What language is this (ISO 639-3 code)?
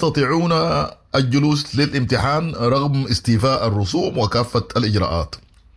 apd